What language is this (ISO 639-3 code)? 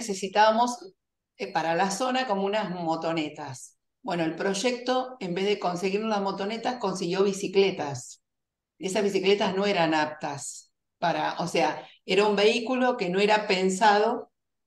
spa